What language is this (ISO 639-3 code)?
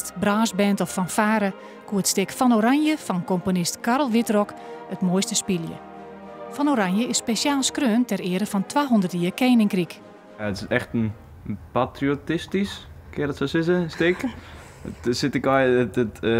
fry